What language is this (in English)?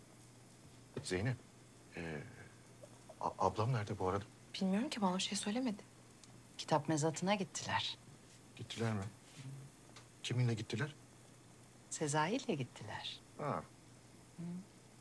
Turkish